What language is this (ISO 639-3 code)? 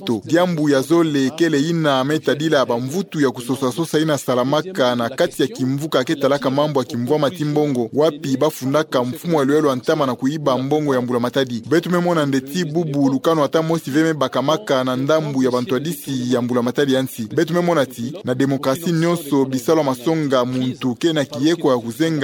ktu